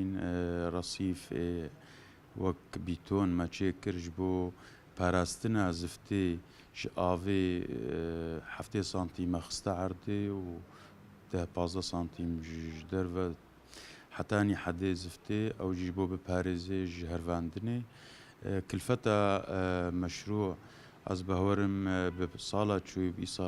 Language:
Kurdish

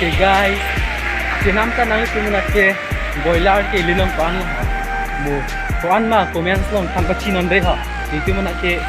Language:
Karbi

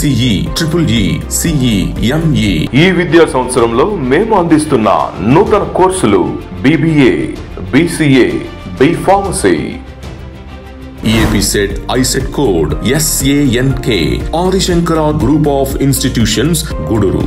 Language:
Telugu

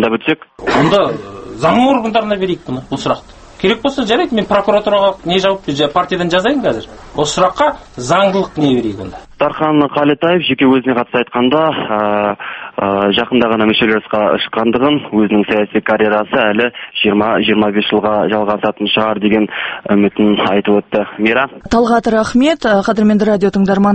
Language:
Kazakh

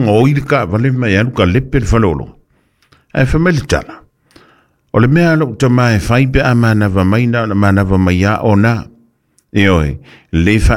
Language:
Samoan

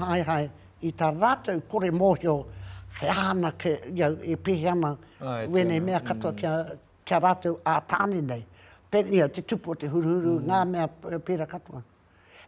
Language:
Māori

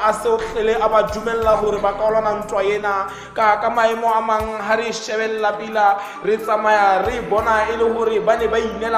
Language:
Tswana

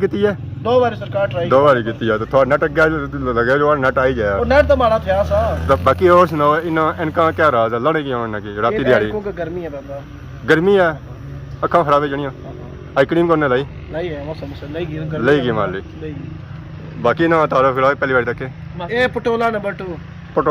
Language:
Pahari-Potwari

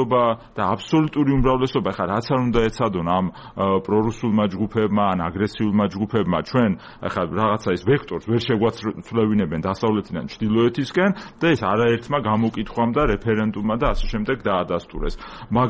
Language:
Georgian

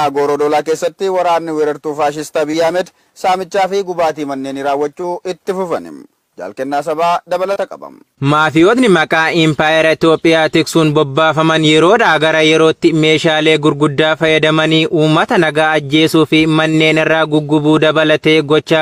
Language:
Oromo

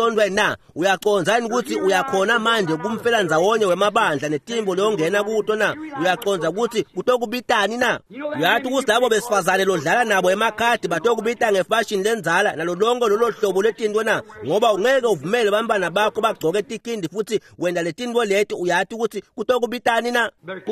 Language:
Swati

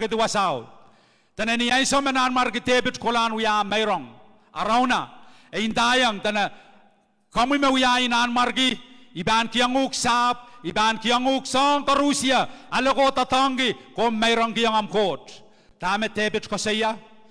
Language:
Pohnpeian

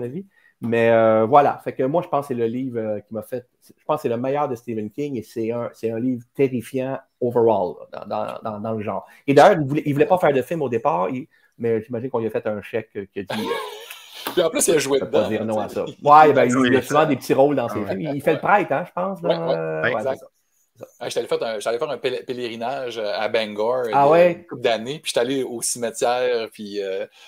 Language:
French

